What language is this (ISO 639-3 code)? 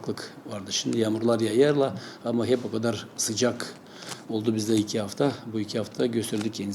gag